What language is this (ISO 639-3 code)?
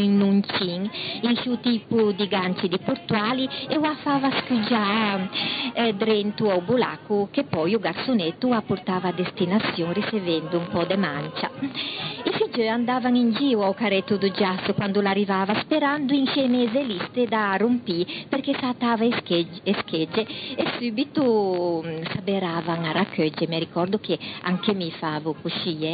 lij